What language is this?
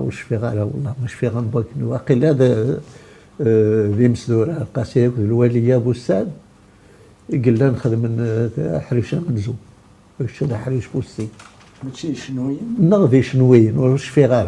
Kabyle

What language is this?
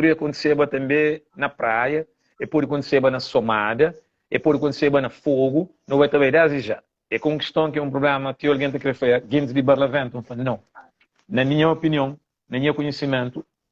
Kabuverdianu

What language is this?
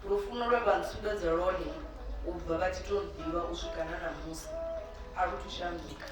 Venda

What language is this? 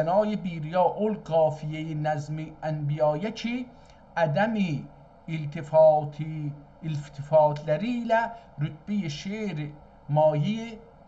South Azerbaijani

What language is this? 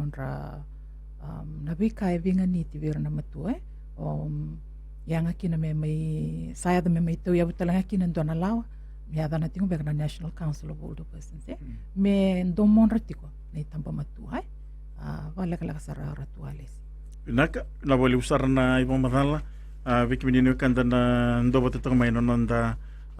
Fijian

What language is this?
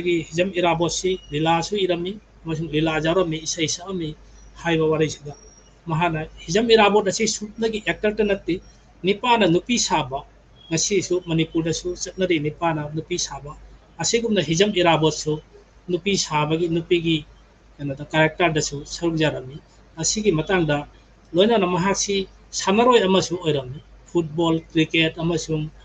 Manipuri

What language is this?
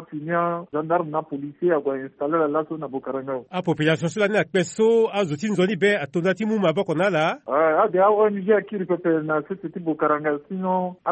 Sango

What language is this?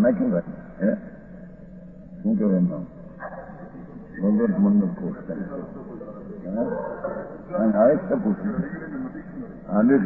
Gujarati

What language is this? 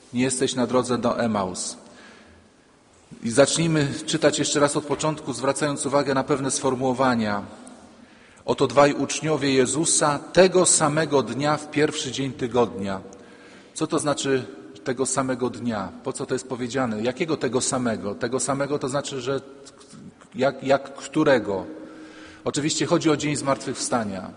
Polish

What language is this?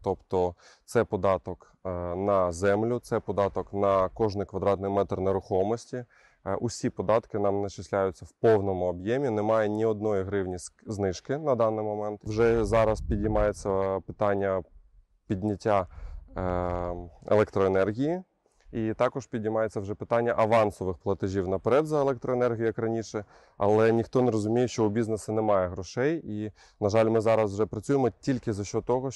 Ukrainian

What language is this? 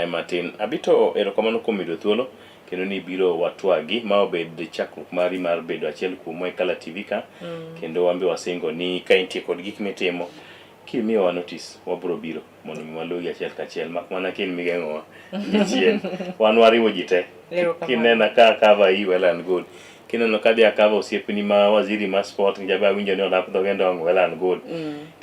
Luo (Kenya and Tanzania)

